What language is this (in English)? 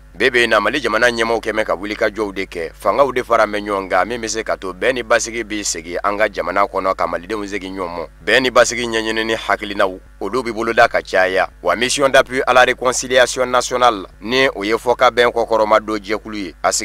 Bambara